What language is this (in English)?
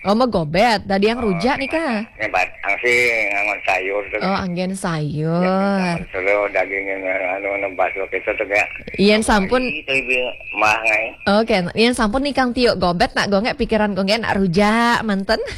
Balinese